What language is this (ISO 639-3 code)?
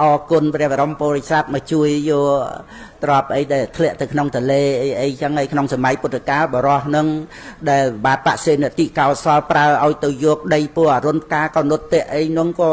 khm